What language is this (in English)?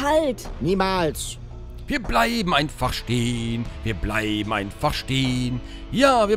German